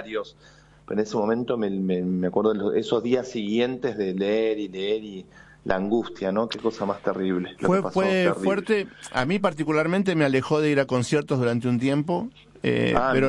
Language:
Spanish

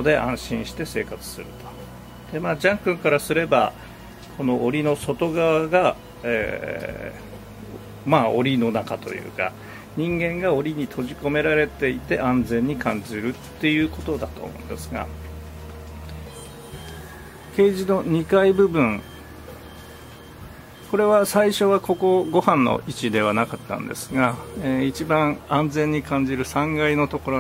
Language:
Japanese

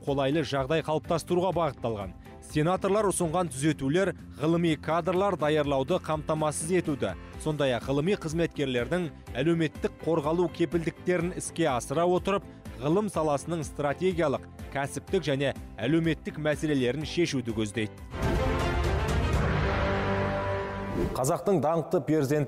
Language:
Kazakh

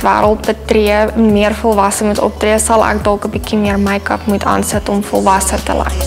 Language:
Afrikaans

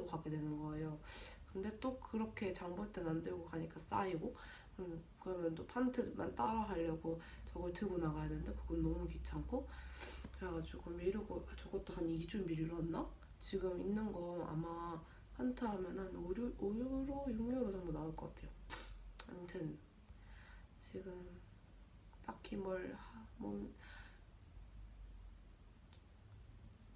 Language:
Korean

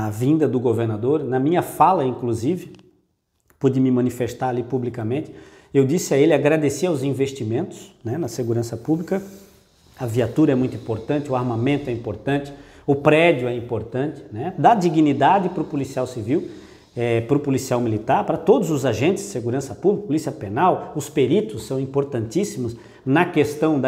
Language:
Portuguese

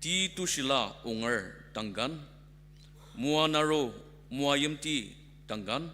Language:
Ao Naga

